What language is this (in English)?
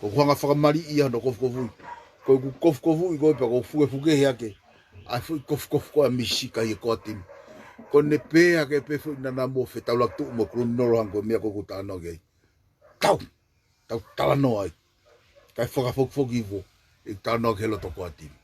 Tongan